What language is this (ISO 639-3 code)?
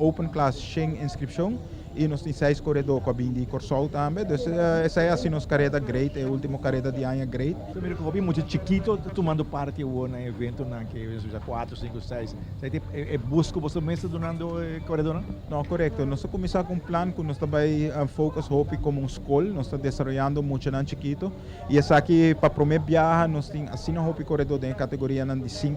pap